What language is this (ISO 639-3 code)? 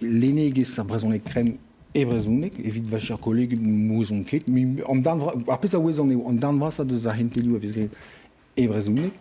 bre